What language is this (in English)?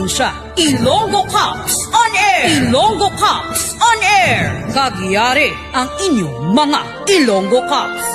Hiligaynon